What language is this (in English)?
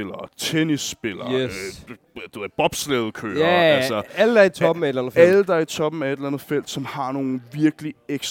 Danish